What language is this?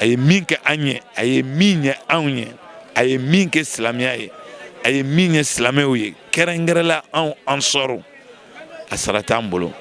Bambara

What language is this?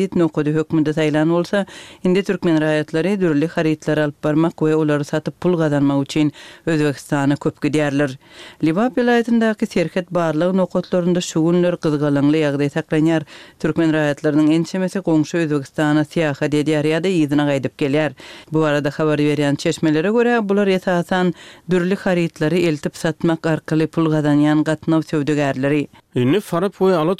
Turkmen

